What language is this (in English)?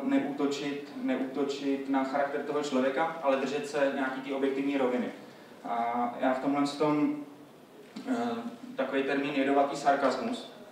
Czech